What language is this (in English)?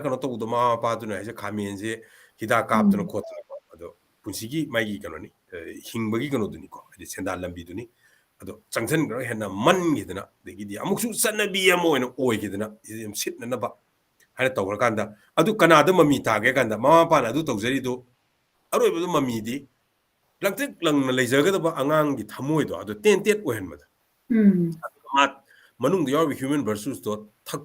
Manipuri